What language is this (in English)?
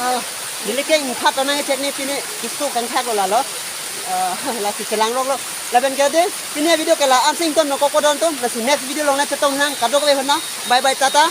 Karbi